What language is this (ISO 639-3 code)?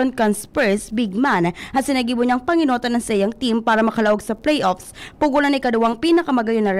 bik